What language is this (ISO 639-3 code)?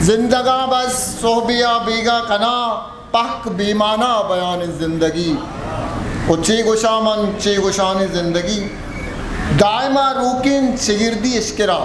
bgp